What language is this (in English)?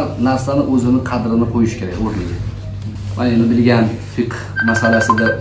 Uzbek